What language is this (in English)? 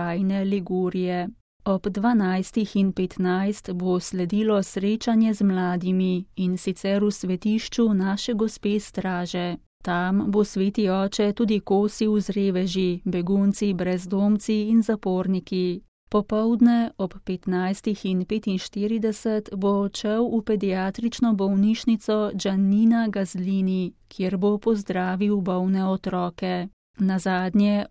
Slovenian